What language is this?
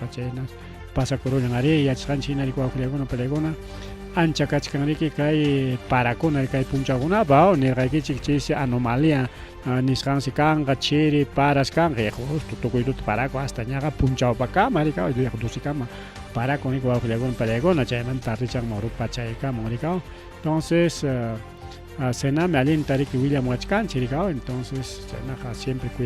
Ayacucho Quechua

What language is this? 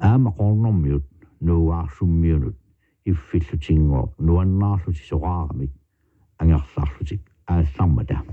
Kalaallisut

